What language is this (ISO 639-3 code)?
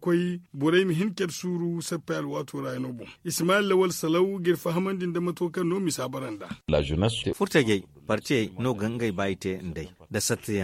dje